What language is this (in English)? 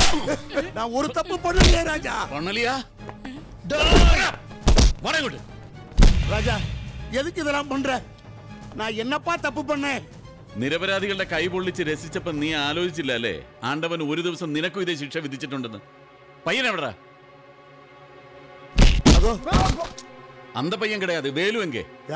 Malayalam